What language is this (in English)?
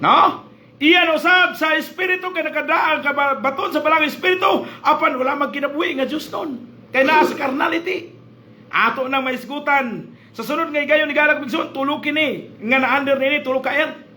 Cebuano